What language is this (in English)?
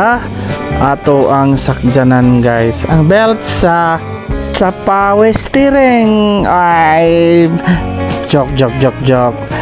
Cebuano